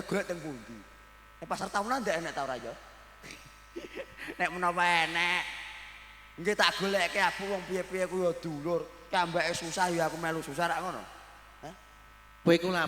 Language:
Javanese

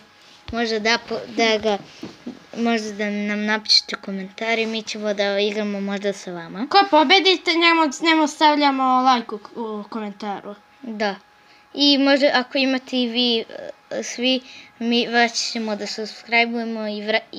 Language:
Serbian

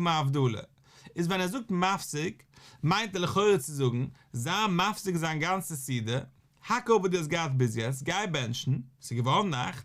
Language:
Yiddish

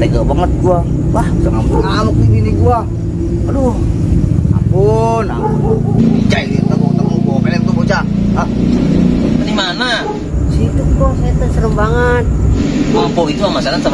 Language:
Betawi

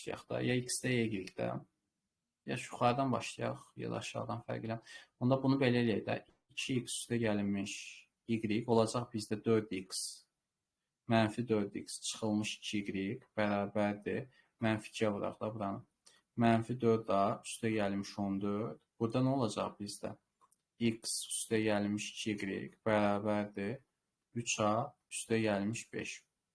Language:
Azerbaijani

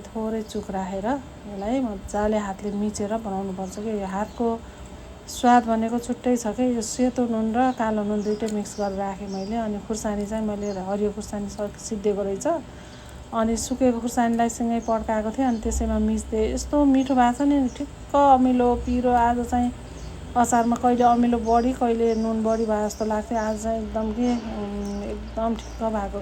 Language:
Nepali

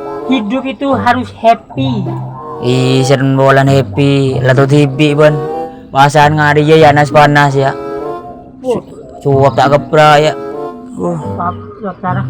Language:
Madurese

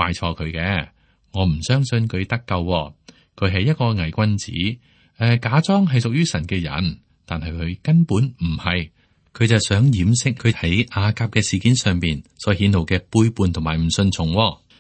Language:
Cantonese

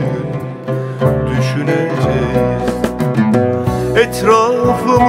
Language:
Turkish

